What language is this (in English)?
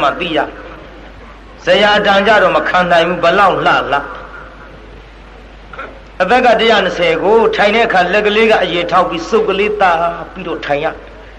Burmese